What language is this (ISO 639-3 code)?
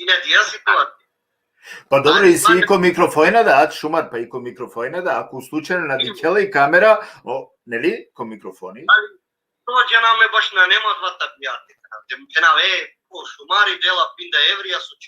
rmn